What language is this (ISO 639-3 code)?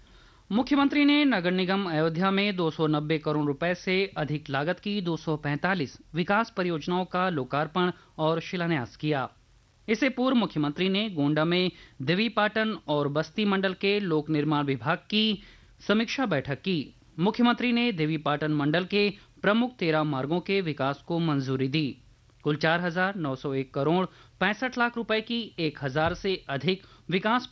hin